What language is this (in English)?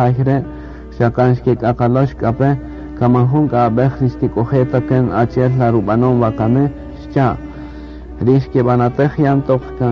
Kaqchikel